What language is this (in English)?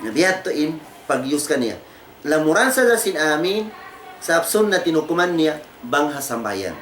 Tausug